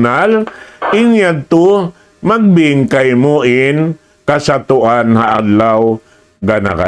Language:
Tausug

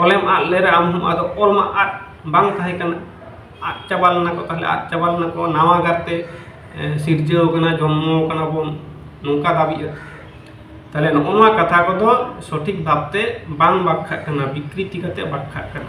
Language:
Santali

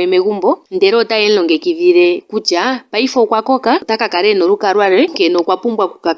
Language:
Ndonga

